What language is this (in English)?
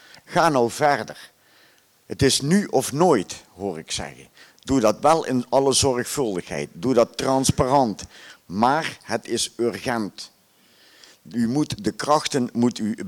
Dutch